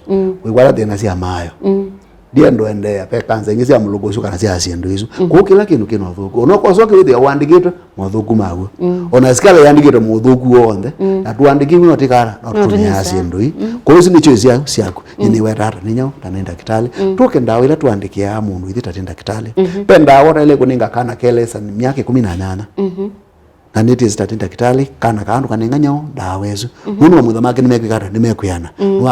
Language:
Kamba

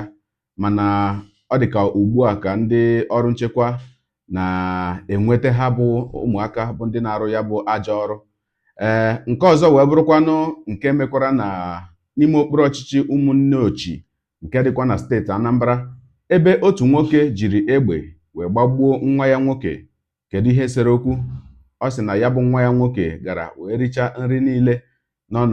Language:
Igbo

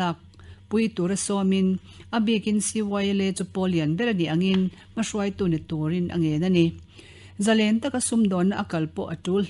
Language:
Mizo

